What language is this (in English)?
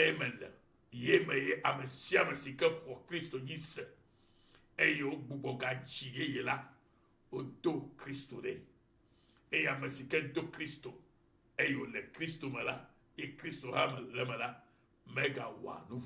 Ewe